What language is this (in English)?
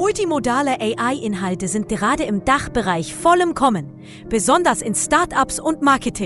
Swiss German